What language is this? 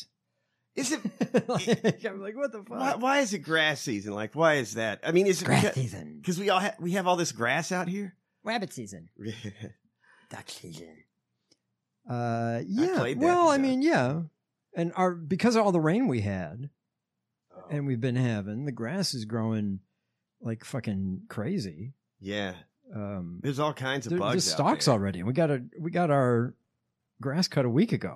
English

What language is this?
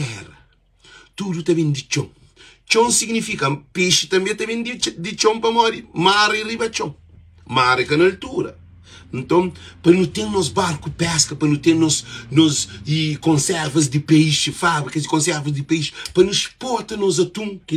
Kabuverdianu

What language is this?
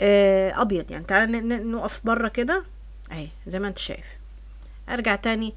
Egyptian Arabic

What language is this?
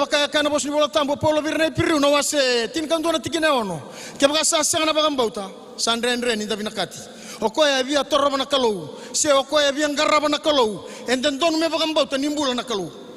Fijian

